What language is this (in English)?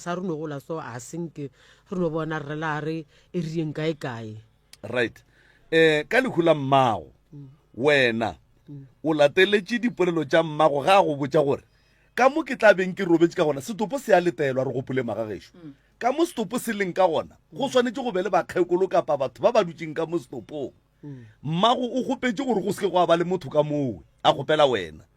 Northern Sotho